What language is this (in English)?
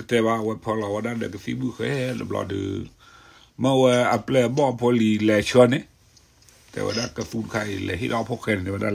S'gaw Karen